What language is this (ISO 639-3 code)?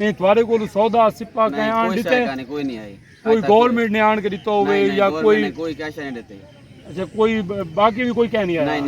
skr